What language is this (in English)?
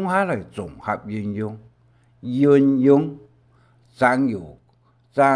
Hakka Chinese